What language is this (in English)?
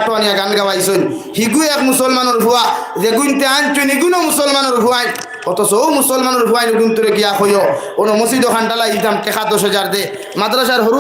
Sylheti